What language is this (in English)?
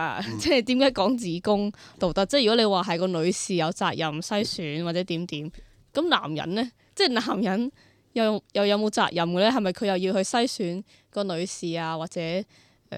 Cantonese